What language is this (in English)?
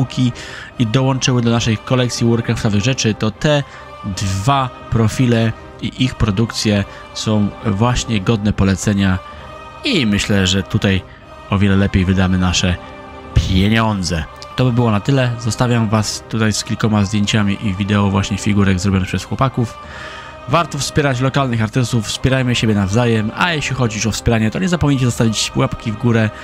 Polish